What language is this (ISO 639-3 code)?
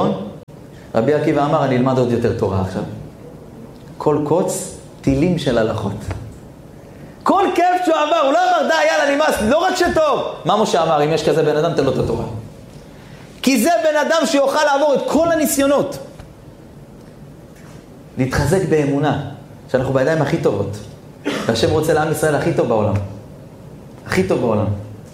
heb